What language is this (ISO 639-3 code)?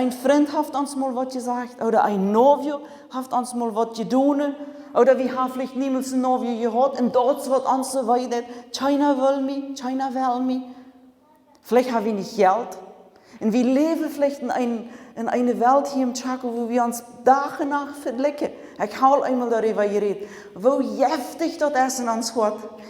pdt